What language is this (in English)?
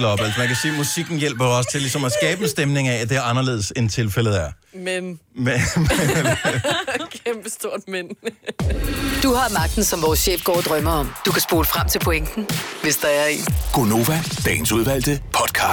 Danish